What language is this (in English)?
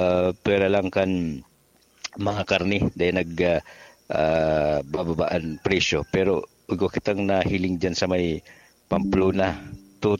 Bikol